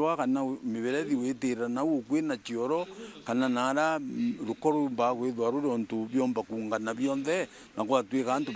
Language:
Meru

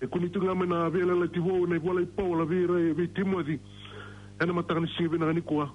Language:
Fijian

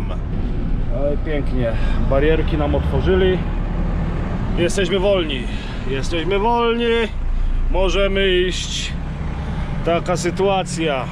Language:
Polish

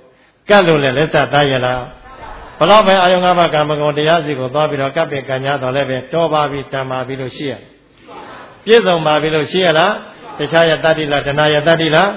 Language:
Burmese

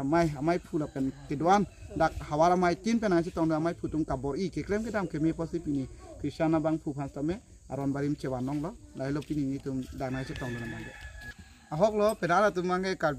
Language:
Karbi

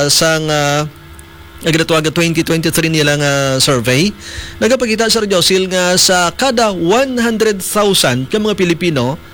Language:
Hiligaynon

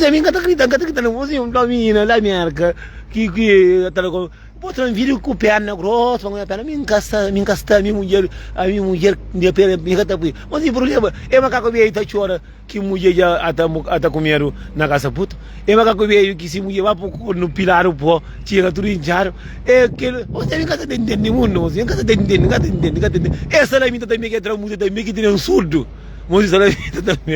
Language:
Kabuverdianu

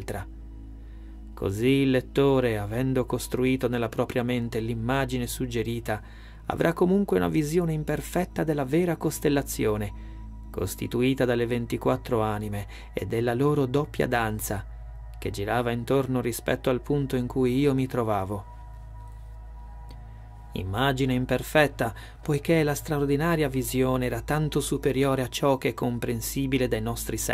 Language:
Italian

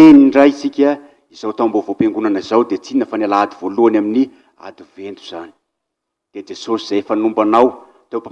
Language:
Malagasy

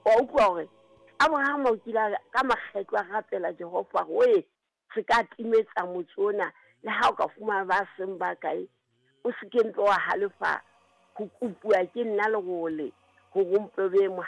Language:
Southern Sotho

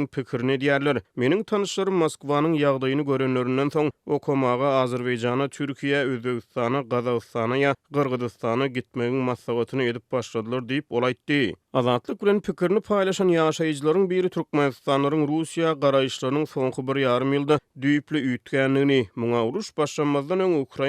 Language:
Turkmen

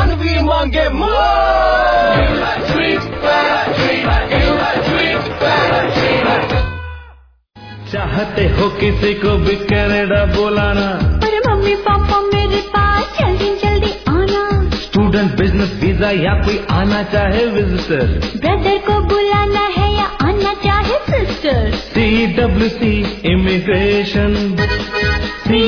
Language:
Punjabi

